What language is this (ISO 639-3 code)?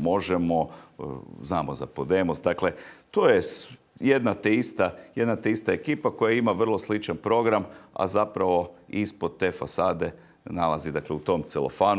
hrv